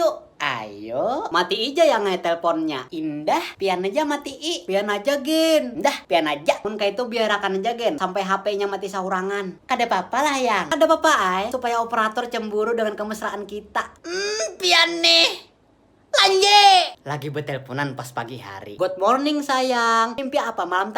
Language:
Banjar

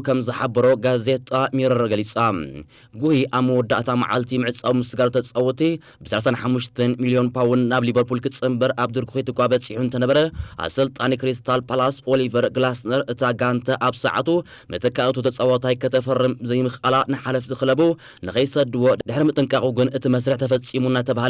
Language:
Tigrinya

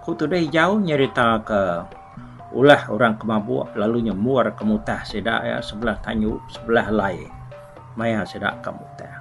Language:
Iban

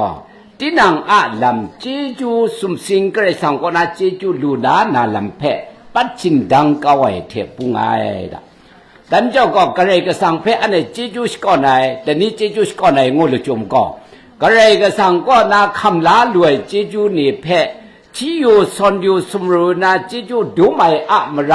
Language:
Kachin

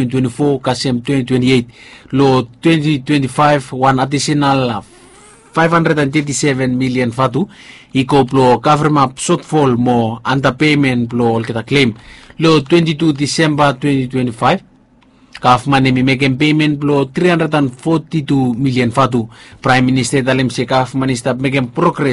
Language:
Bislama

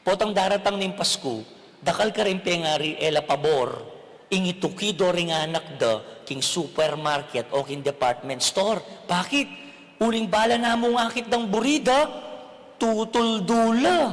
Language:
Pampanga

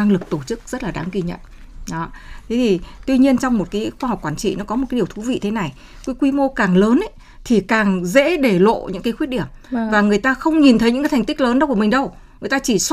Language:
Vietnamese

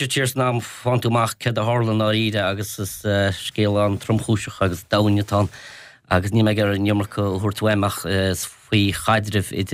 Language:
Irish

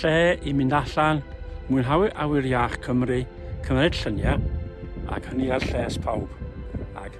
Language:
Welsh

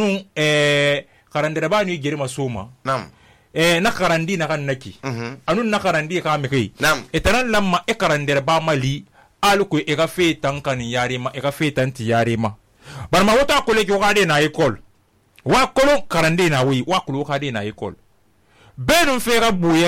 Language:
Susu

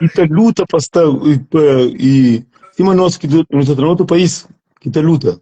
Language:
Kabuverdianu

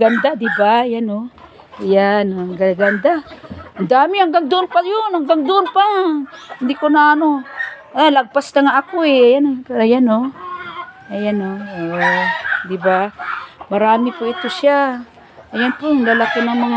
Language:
Filipino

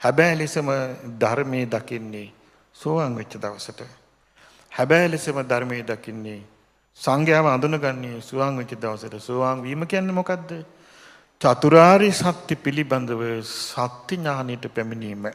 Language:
Sinhala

